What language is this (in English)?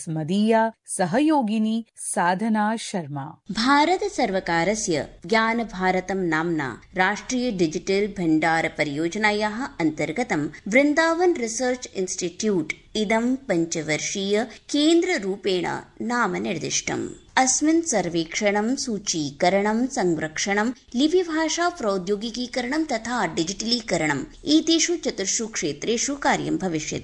Sanskrit